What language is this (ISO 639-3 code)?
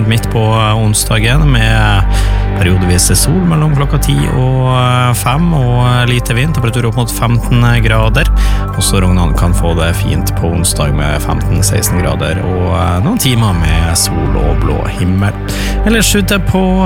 nor